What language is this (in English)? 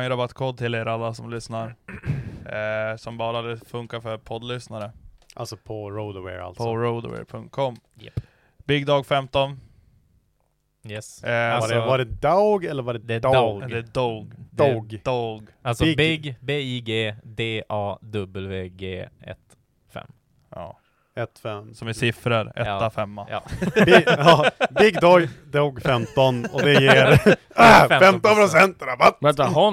Swedish